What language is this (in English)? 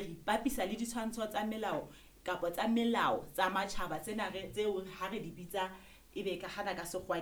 Southern Sotho